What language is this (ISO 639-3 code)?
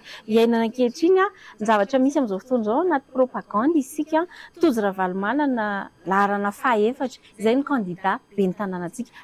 mlg